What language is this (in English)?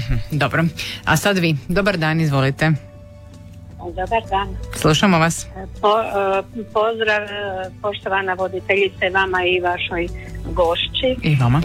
Croatian